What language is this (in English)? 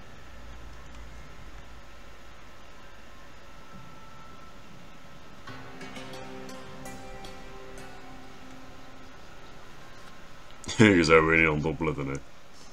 Dutch